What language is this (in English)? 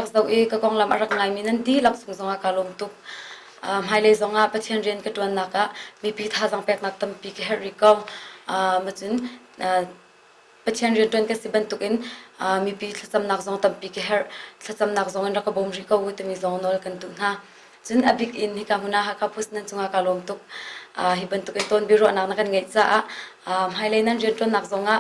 Hakha Chin